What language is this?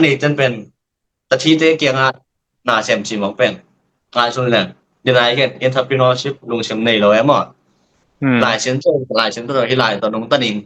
Tedim Chin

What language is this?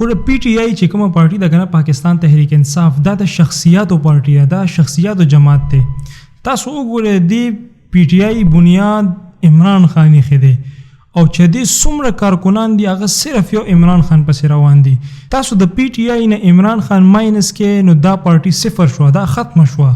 Pashto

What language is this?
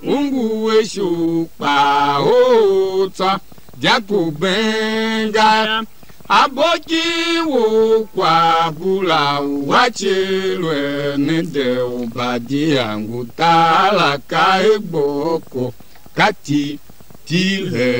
Tiv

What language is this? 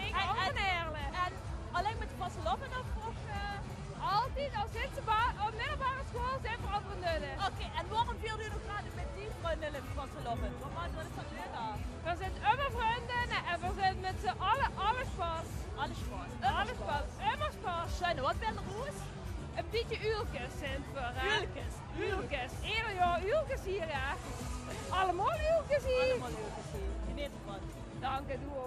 Limburgish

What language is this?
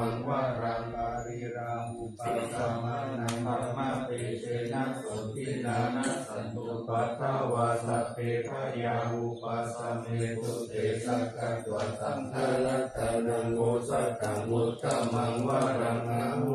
Pali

